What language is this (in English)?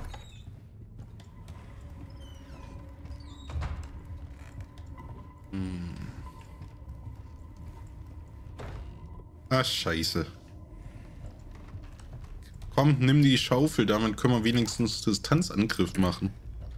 German